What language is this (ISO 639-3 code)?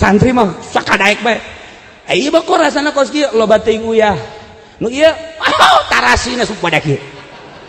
sun